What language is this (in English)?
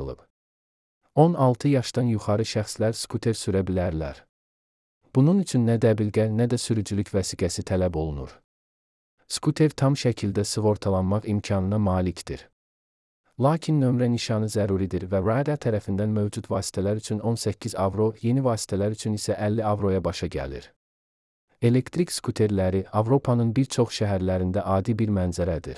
Azerbaijani